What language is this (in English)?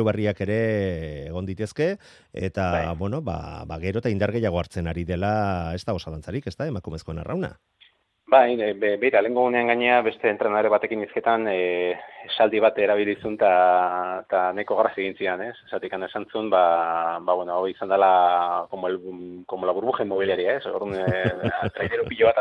Basque